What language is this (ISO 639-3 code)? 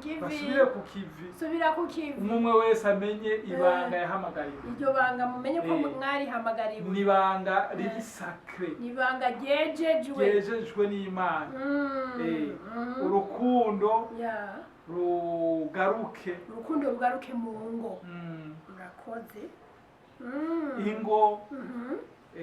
run